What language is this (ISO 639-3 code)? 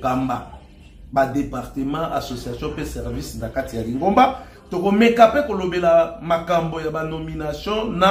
lin